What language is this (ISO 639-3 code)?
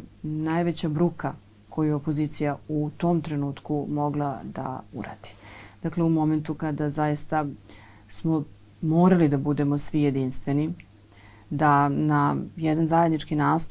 srp